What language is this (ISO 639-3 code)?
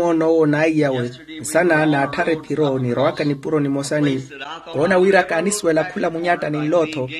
vmw